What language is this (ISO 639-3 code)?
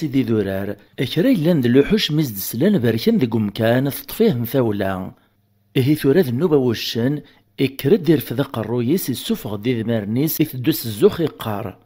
kab